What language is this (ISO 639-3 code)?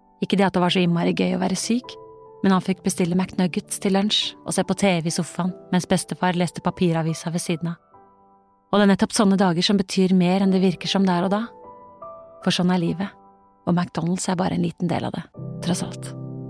nor